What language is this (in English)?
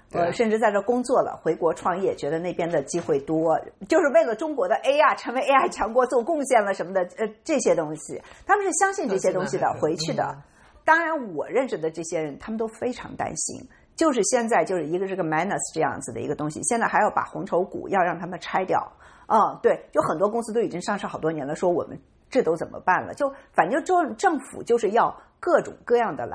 Chinese